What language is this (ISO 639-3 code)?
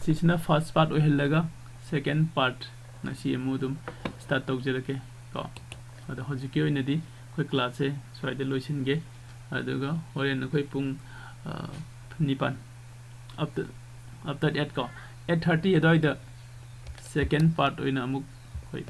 mni